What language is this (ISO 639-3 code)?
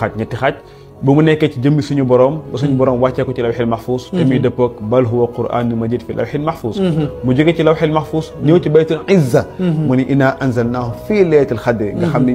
wol